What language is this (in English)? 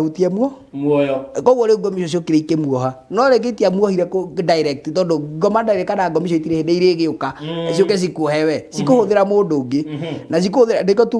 Kikuyu